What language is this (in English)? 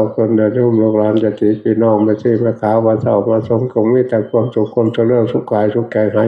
Northeastern Thai